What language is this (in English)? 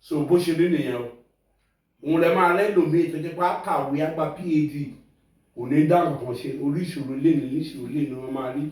Yoruba